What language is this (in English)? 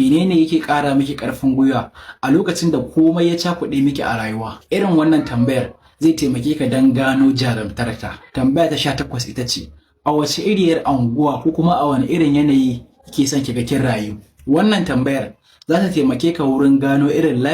Hausa